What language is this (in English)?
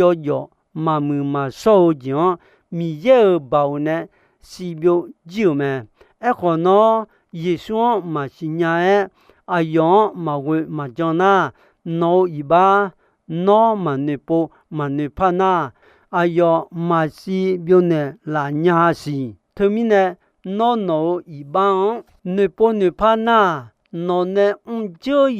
Akha